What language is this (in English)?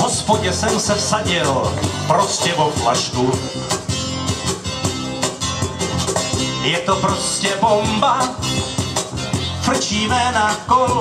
Czech